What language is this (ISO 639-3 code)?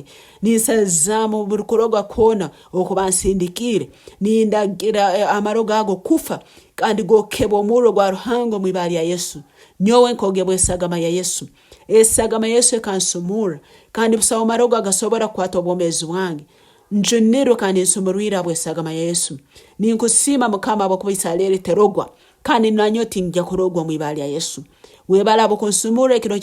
nyn